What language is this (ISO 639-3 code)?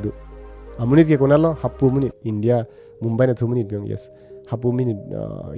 mjw